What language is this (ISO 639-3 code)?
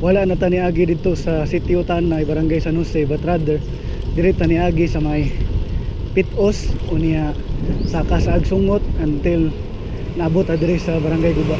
ceb